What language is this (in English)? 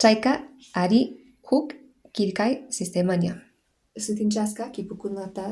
Quechua